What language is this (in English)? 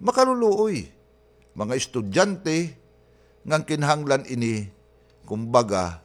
Waray